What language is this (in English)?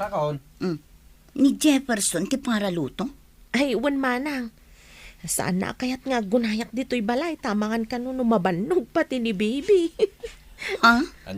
Iloko